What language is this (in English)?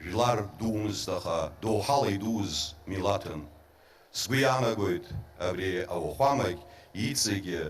Abkhazian